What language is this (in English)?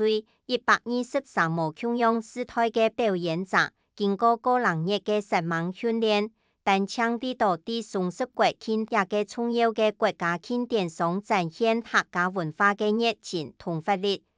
Hakka Chinese